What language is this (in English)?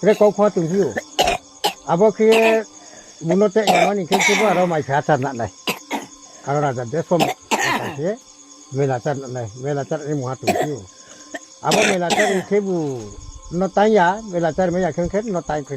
Riang (India)